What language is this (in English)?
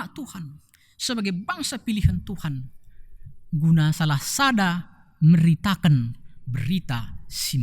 Batak Karo